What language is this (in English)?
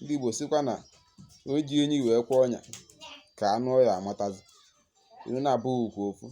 Igbo